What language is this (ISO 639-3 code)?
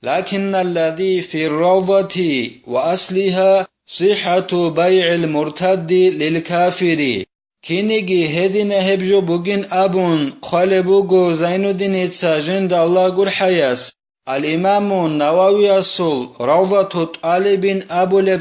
ava